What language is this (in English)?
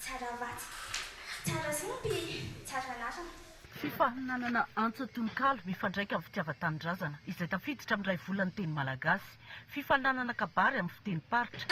Malagasy